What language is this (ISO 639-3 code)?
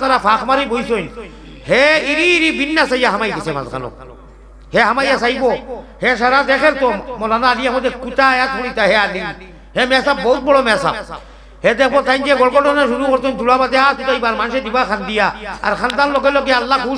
syl